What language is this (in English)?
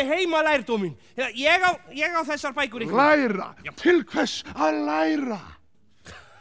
Icelandic